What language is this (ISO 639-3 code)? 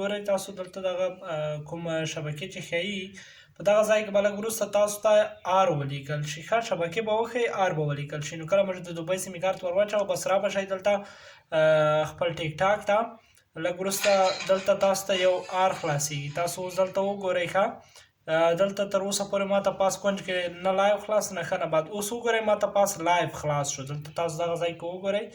pus